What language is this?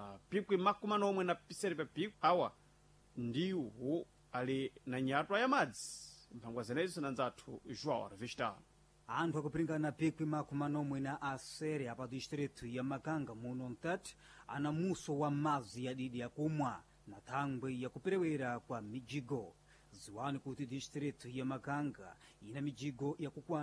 Sena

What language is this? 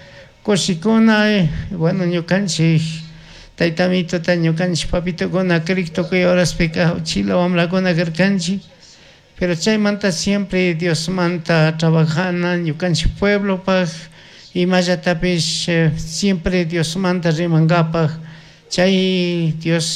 Chimborazo Highland Quichua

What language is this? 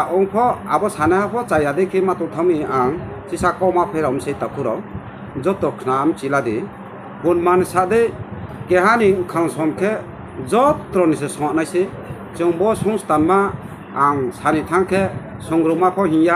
Riang (India)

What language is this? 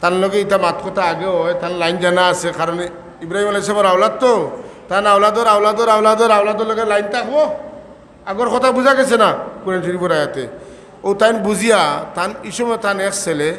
Sylheti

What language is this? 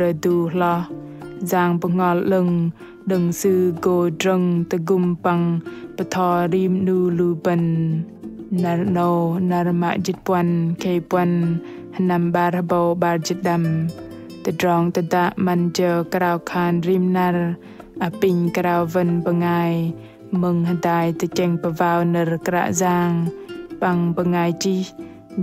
Bahnar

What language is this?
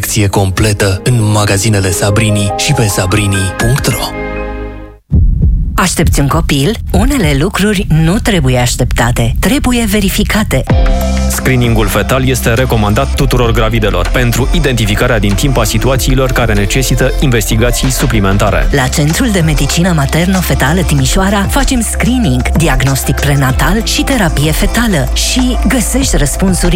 Romanian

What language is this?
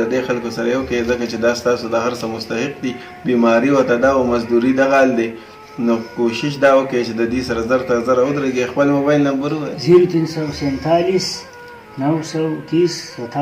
Pashto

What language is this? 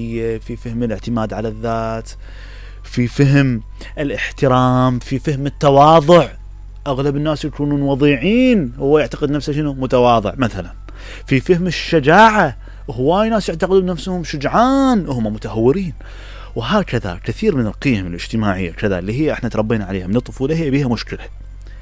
Mesopotamian Arabic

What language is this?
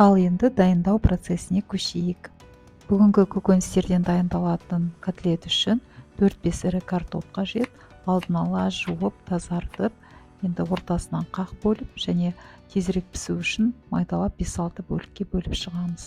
Kazakh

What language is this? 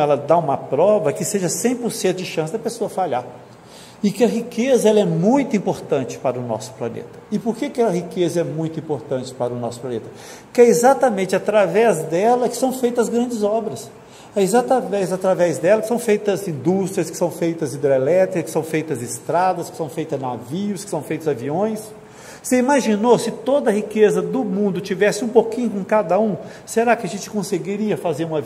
Portuguese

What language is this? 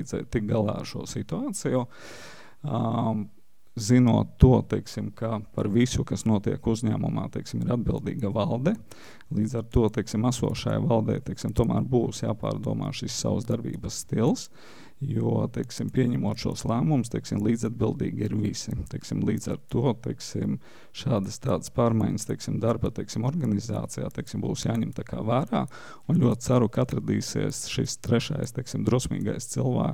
Latvian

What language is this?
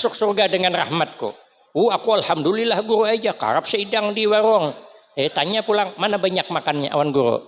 Banjar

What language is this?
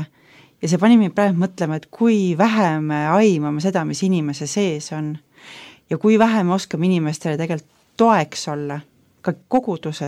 Estonian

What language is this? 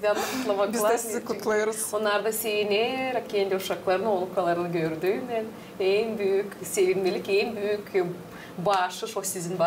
Gagauz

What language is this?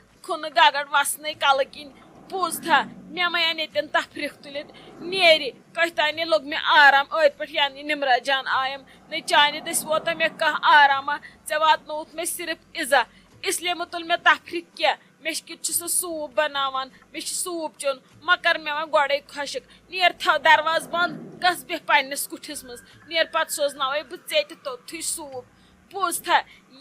Kashmiri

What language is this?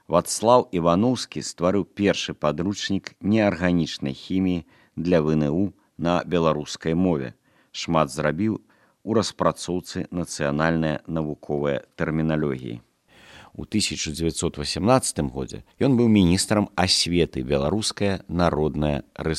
Belarusian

